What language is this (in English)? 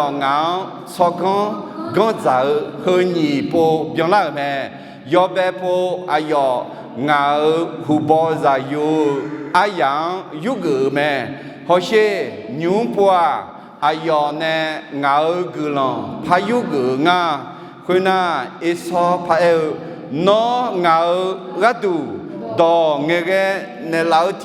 Akha